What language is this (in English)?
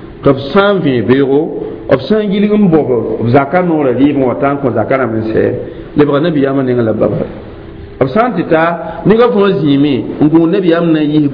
Mossi